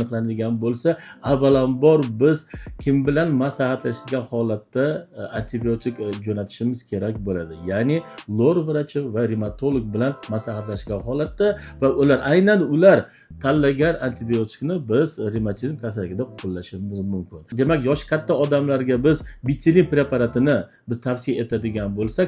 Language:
Uzbek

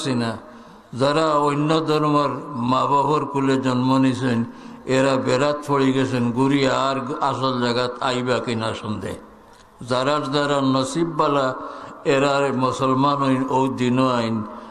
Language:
Sylheti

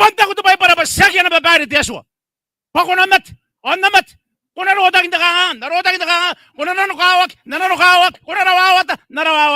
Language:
Gilbertese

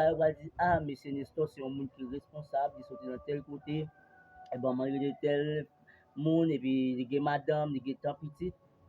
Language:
Haitian Creole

